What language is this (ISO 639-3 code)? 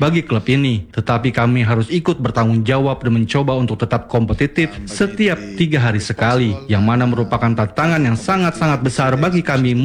ind